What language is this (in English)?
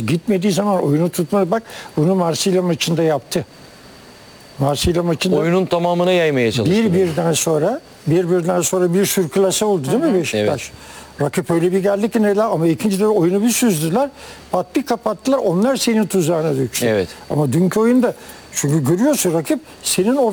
Turkish